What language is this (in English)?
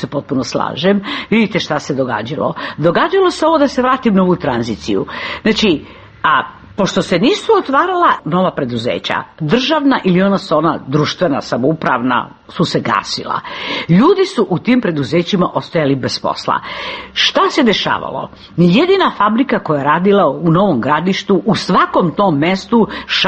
Serbian